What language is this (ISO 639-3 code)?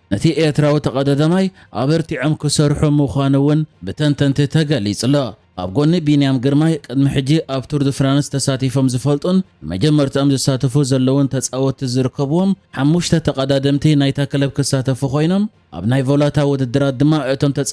tir